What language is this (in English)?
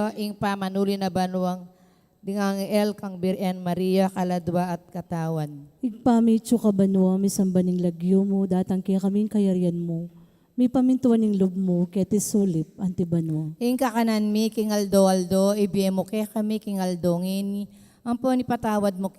Pampanga